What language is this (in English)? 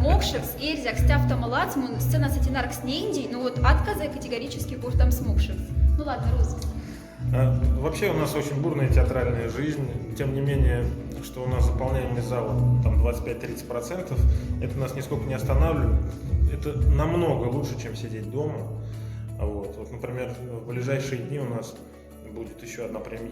Moksha